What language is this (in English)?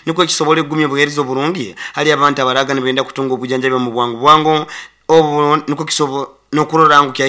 Nyoro